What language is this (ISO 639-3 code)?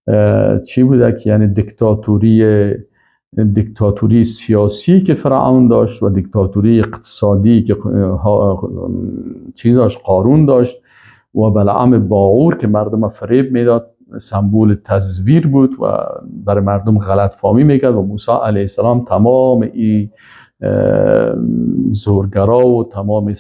fas